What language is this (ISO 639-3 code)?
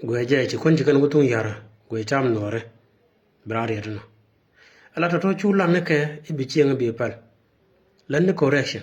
nus